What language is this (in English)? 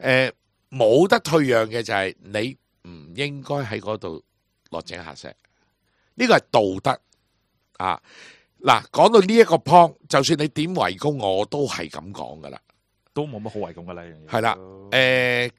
Cantonese